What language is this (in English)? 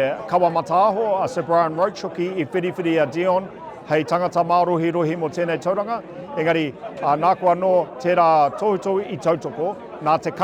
Māori